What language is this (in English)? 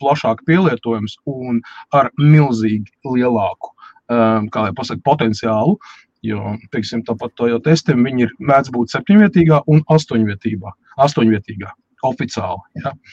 Latvian